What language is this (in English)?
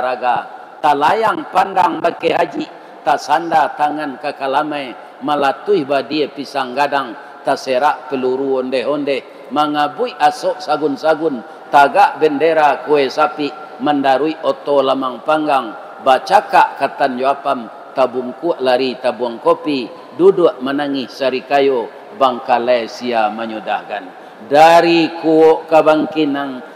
Minangkabau